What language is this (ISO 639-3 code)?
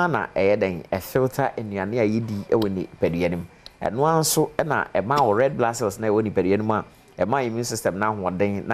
aka